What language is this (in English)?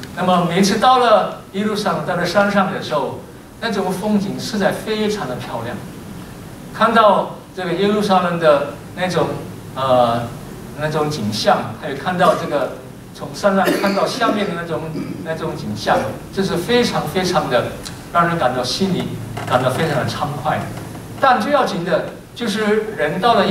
Chinese